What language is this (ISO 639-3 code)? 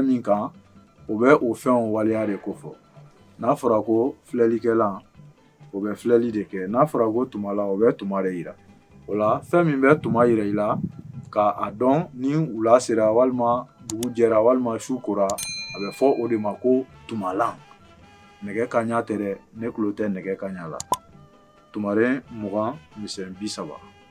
bam